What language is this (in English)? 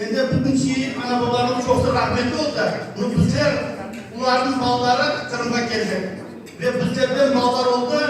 Crimean Tatar